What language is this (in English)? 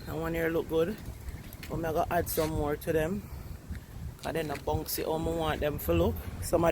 Jamaican Creole English